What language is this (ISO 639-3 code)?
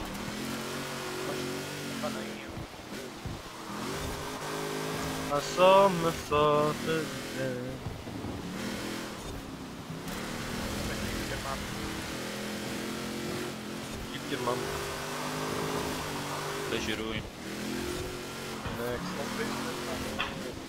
ell